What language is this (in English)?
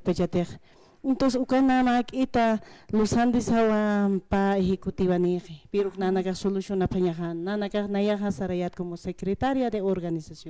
Aymara